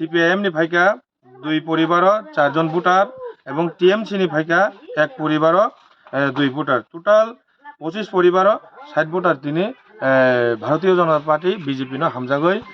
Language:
Kok Borok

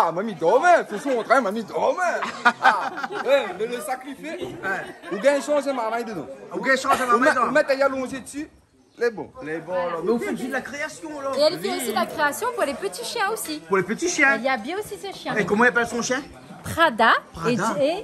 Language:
Réunion Creole French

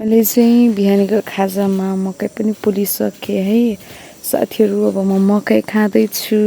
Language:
Nepali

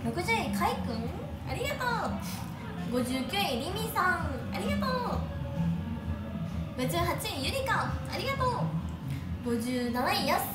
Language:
Japanese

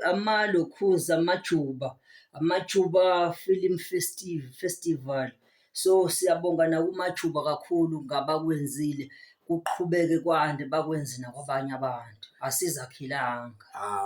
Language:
Zulu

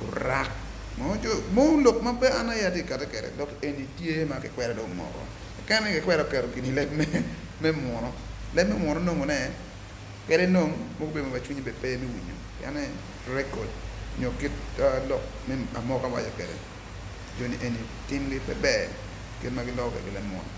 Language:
Acoli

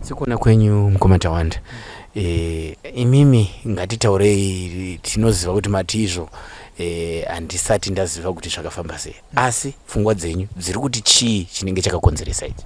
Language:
Shona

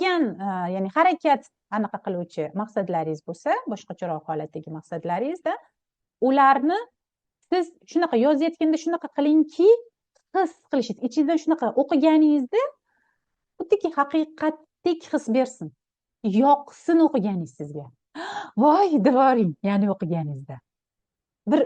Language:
Uzbek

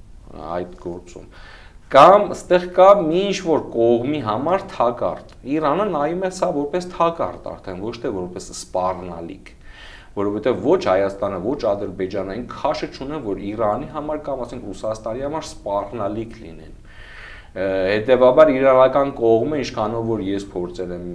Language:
Armenian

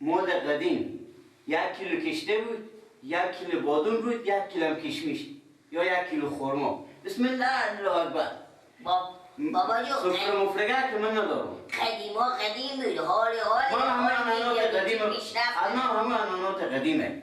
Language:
Persian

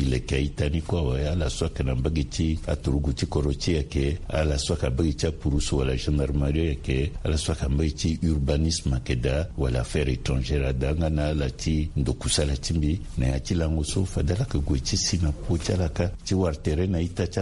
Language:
Sango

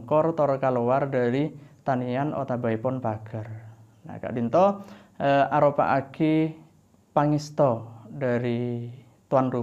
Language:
Madurese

